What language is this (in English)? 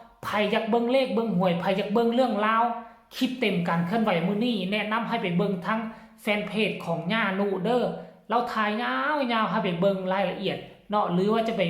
Lao